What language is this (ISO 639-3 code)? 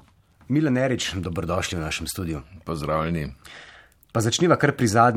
slv